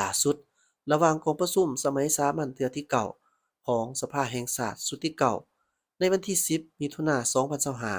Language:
Lao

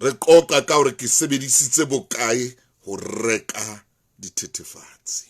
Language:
Southern Sotho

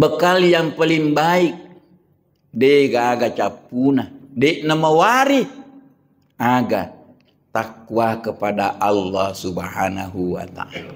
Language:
Buginese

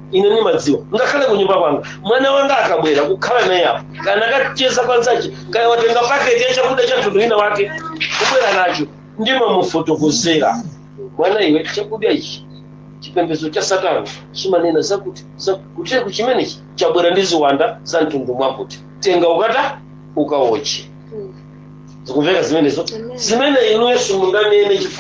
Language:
Nyanja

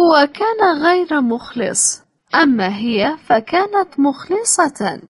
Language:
Latvian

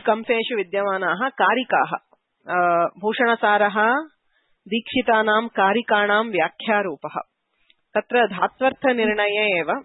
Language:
Sanskrit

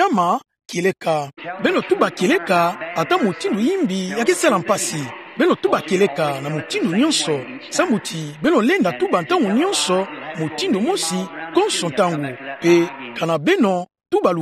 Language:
Kituba (Democratic Republic of Congo)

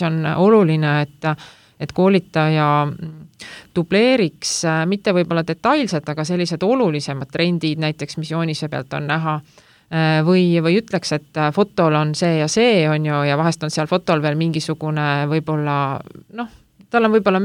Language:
Estonian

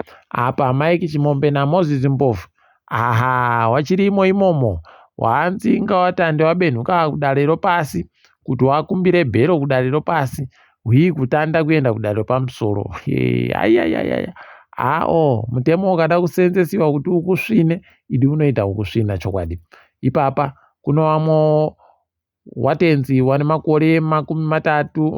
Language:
Ndau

